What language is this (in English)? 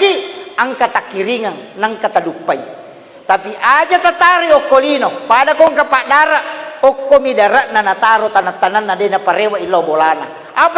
Buginese